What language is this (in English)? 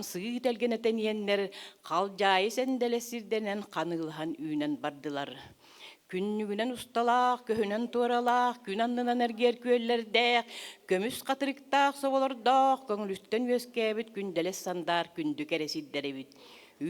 Yakut